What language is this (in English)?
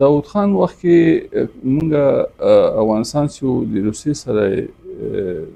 Pashto